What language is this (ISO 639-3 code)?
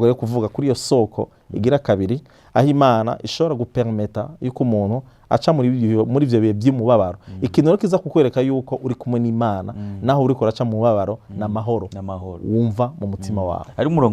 run